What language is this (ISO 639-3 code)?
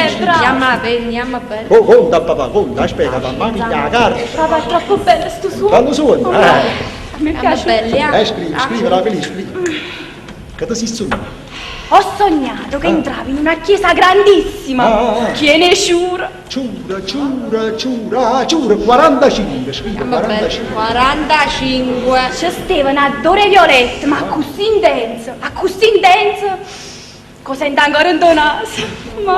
nap